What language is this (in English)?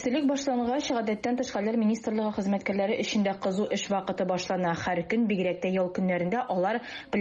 Tatar